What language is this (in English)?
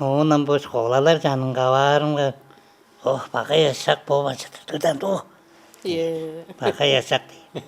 Tuvinian